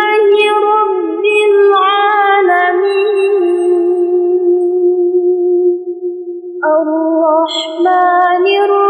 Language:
Arabic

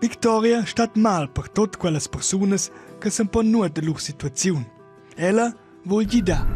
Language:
Romansh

